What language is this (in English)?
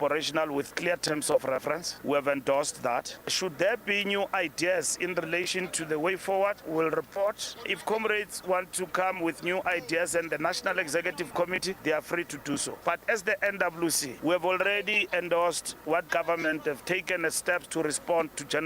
Venda